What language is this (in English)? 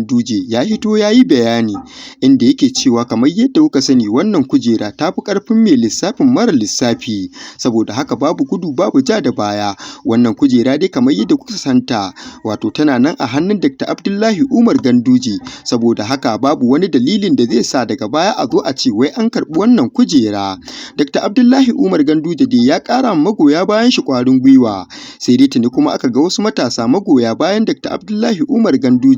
Hausa